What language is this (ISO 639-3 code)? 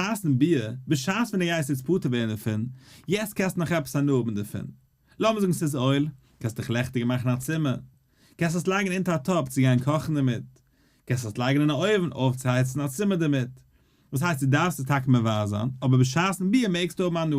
yid